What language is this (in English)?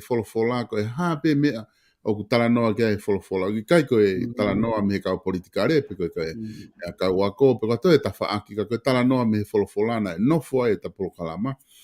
Tongan